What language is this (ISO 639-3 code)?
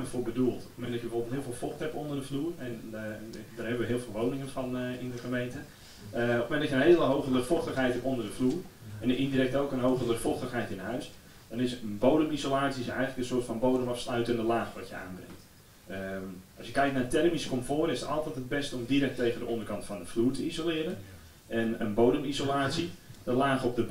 nld